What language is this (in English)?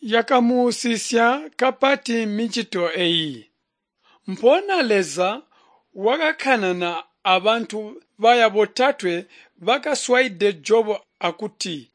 Tonga (Zambia)